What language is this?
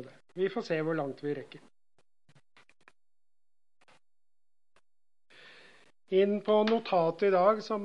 Norwegian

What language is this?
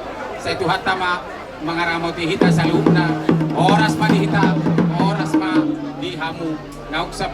Batak Toba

